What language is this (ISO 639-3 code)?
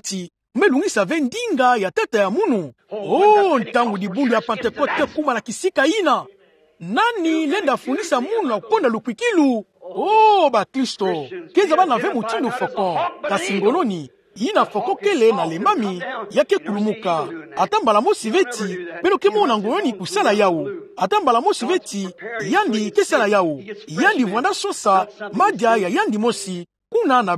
ktu